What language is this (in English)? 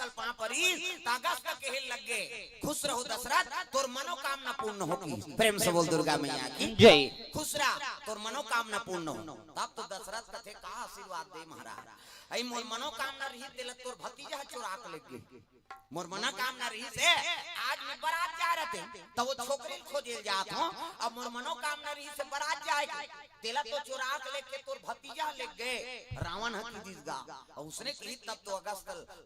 Chhattisgarhi